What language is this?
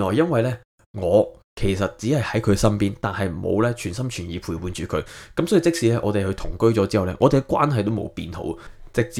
Cantonese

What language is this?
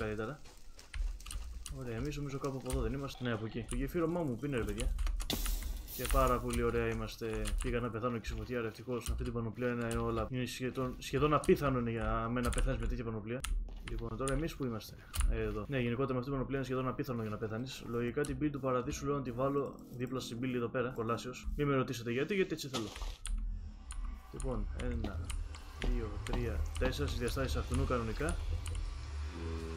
Greek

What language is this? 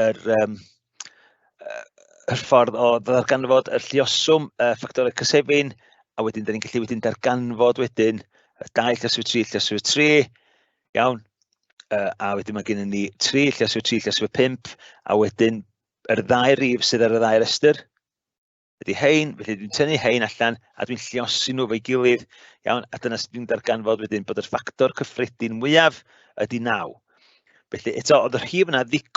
Welsh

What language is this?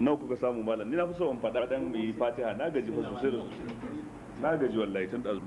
Hausa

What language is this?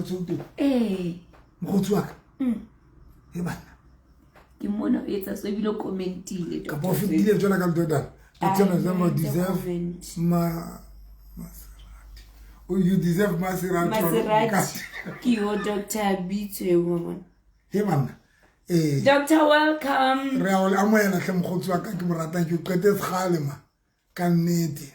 Southern Sotho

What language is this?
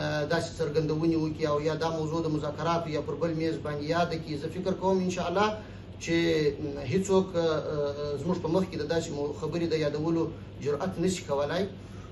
Pashto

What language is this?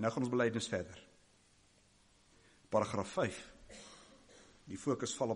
Afrikaans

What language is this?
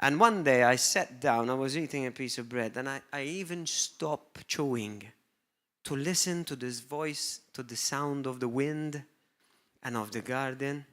English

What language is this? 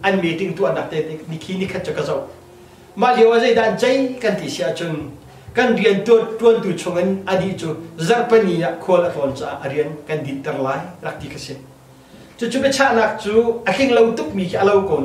Hakha Chin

